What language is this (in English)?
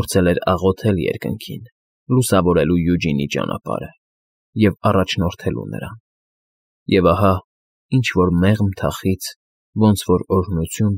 Armenian